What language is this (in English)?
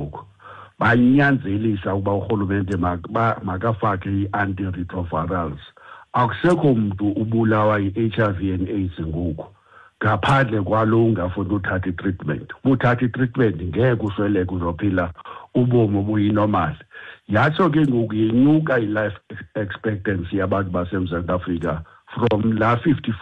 Xhosa